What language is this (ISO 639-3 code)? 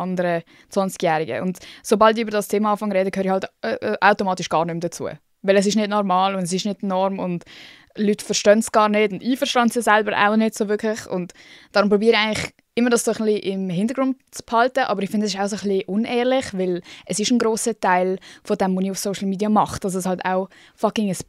gsw